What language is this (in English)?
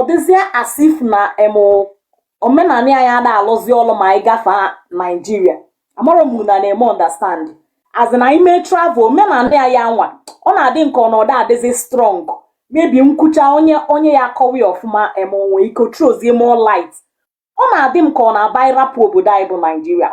Igbo